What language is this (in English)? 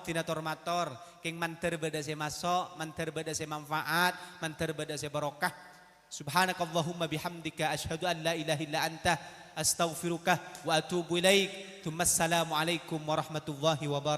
Madurese